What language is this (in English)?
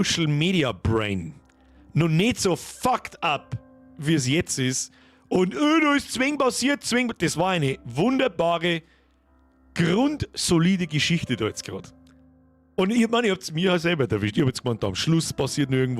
Bavarian